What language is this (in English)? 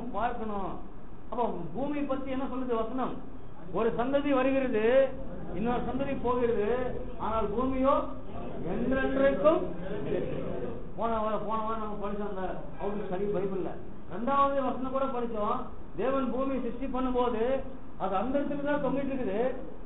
Tamil